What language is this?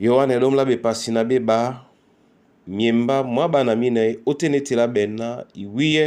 Duala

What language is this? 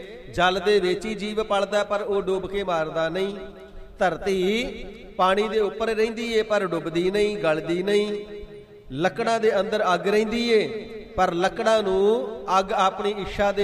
Punjabi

